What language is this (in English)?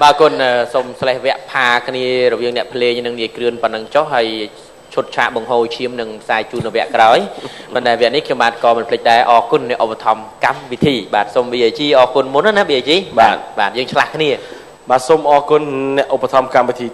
Khmer